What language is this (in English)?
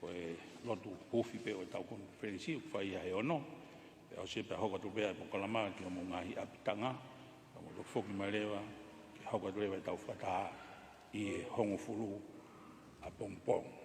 Tongan